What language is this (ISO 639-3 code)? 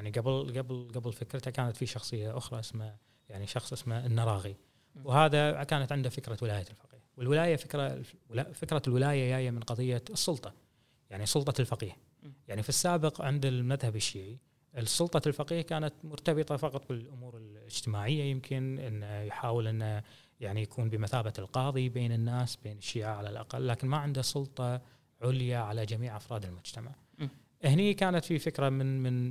afb